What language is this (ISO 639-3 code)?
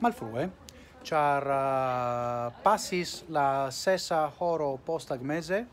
epo